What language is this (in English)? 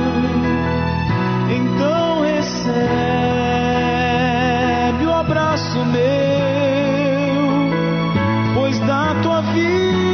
Portuguese